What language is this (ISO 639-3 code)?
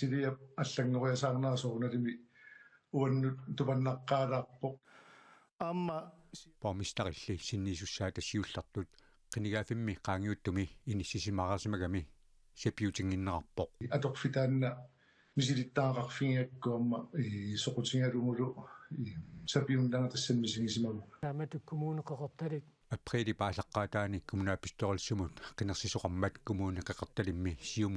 kal